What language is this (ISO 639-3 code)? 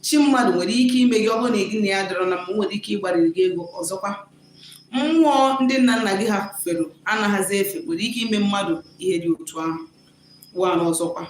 ibo